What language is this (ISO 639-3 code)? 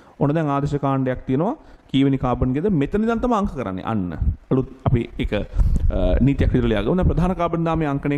sin